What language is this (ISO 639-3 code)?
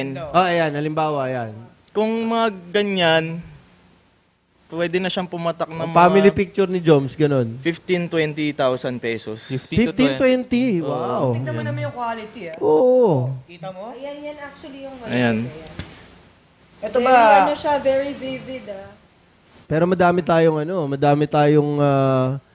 fil